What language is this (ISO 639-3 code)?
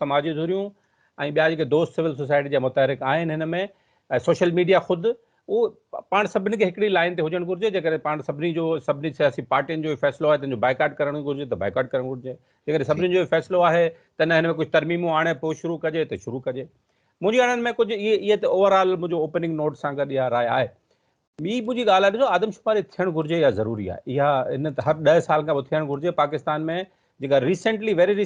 snd